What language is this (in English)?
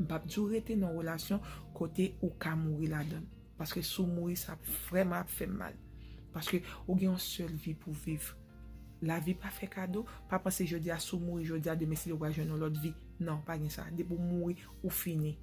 Haitian Creole